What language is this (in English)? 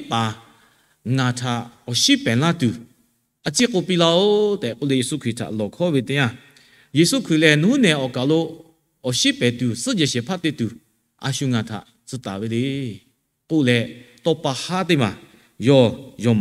Lahu